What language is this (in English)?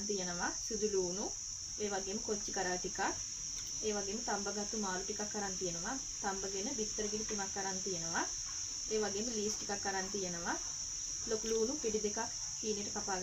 Sinhala